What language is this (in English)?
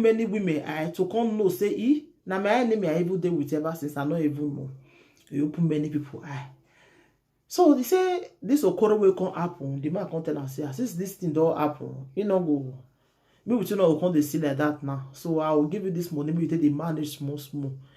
Nigerian Pidgin